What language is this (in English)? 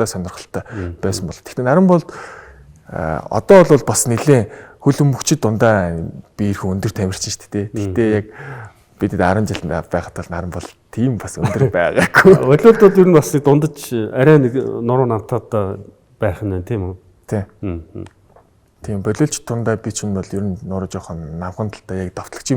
Mongolian